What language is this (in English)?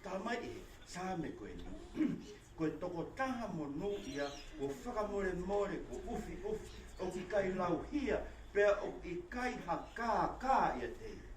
Tongan